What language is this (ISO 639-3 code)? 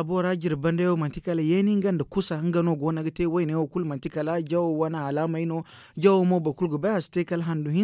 dje